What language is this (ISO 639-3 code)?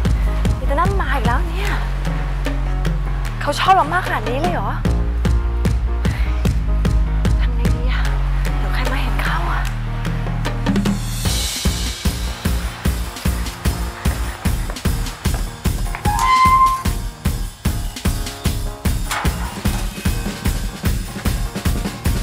tha